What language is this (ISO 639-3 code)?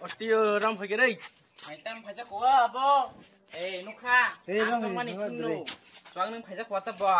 trp